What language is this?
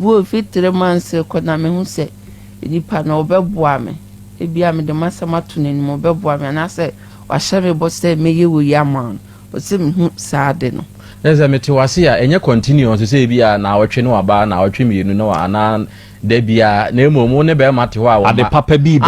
Akan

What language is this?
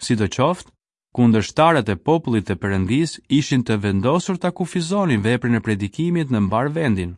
Albanian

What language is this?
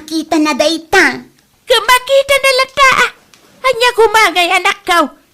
Iloko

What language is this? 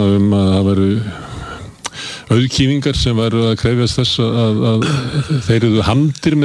Icelandic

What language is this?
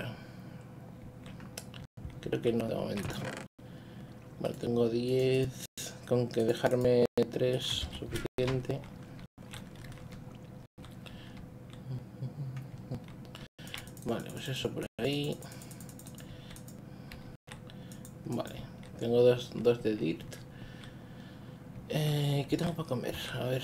Spanish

